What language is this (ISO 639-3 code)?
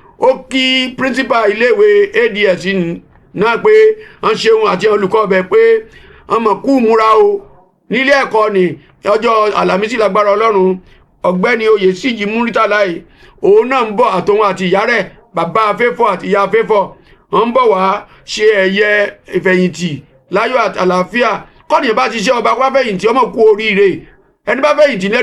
yor